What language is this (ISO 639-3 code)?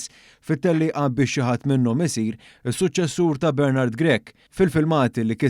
mlt